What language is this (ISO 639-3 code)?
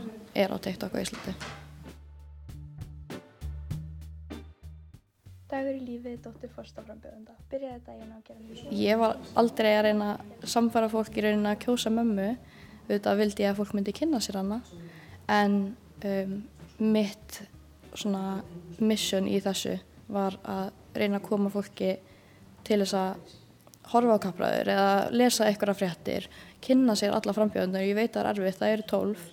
isl